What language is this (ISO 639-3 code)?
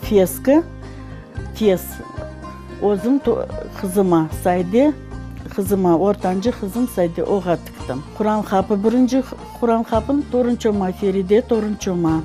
crh